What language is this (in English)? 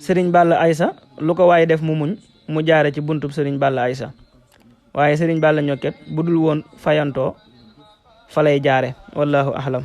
Wolof